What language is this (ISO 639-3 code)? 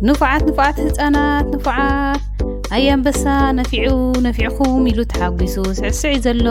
tir